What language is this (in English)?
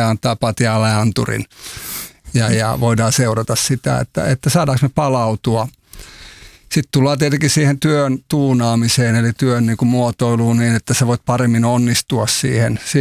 Finnish